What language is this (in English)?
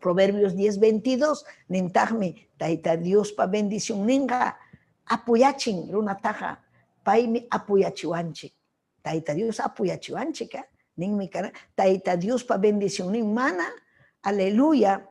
Ayacucho Quechua